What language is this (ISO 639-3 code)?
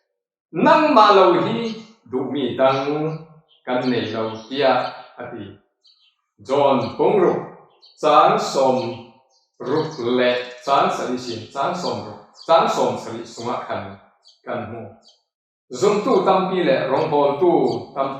cfm